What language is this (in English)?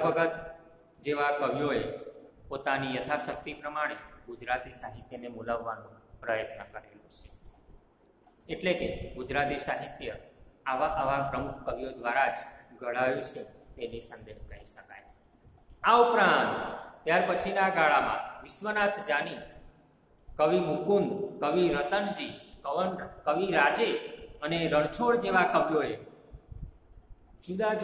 Gujarati